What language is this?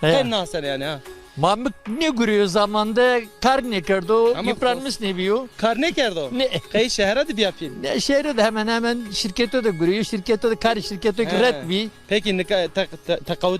Zaza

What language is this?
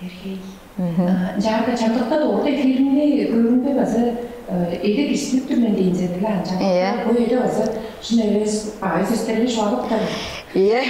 Tuvinian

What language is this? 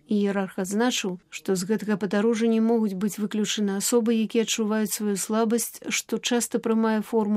Belarusian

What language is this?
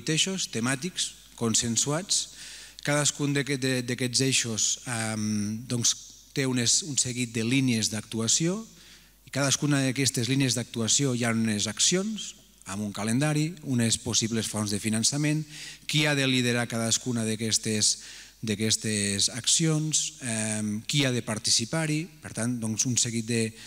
Catalan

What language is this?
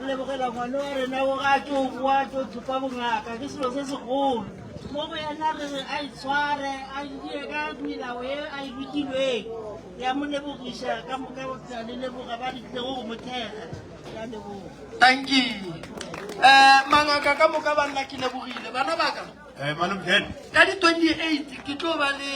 Northern Sotho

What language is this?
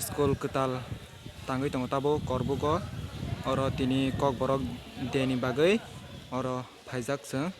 Kok Borok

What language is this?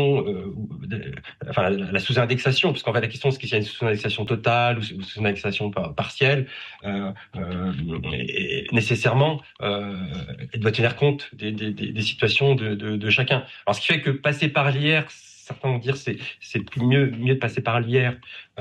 French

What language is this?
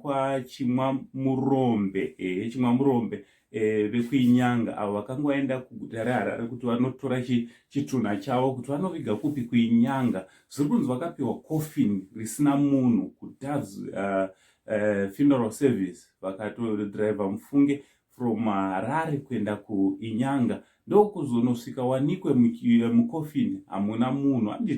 Shona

